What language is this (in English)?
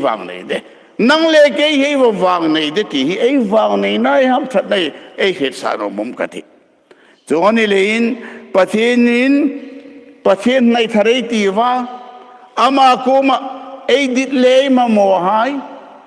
Hmar